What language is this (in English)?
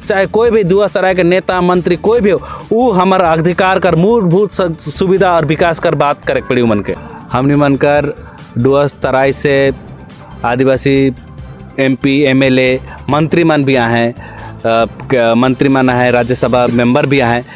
Sadri